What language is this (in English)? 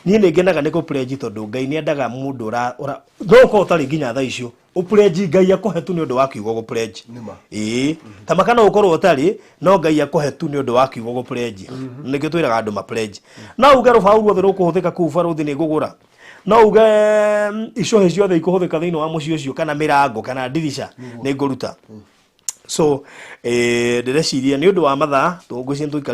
Kikuyu